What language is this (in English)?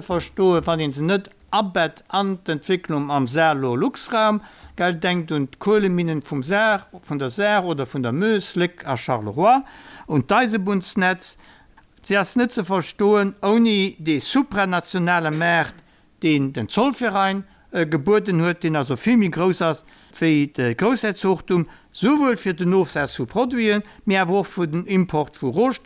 Luxembourgish